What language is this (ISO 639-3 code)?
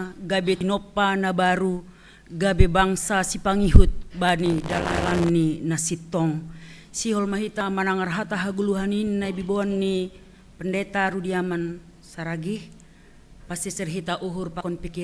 bts